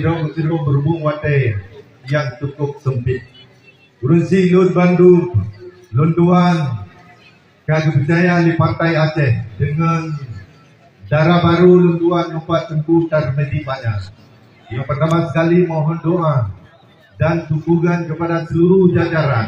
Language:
Achinese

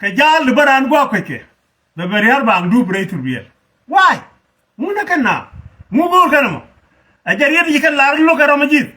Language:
Nuer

